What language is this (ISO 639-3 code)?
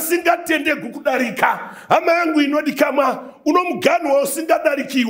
sna